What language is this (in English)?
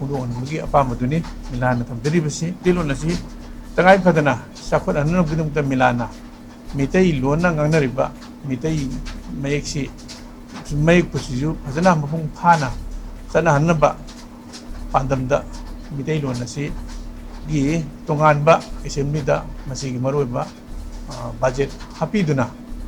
Manipuri